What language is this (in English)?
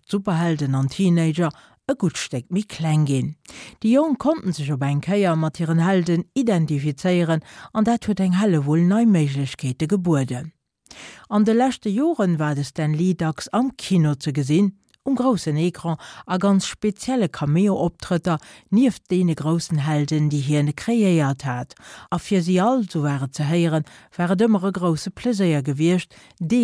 Luxembourgish